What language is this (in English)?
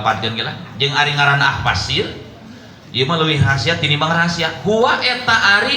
Sundanese